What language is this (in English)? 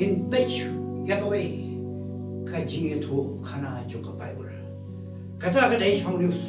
Khasi